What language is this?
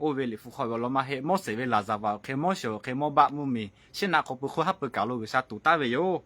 Lahu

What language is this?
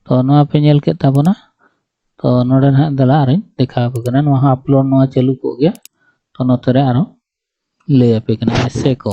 Santali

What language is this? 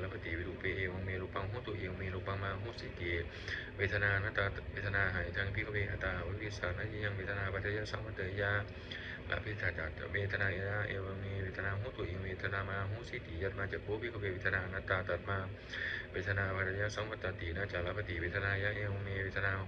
Pali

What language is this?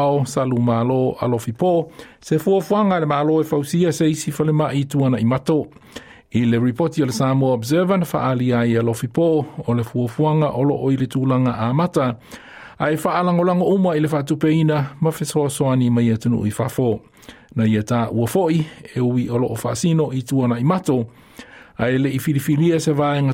Samoan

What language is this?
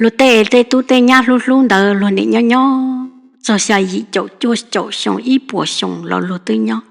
Hmong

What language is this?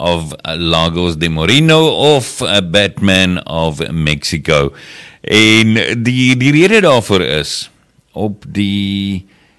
Afrikaans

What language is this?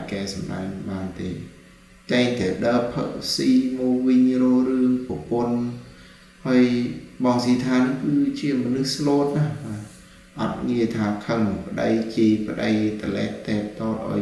Khmer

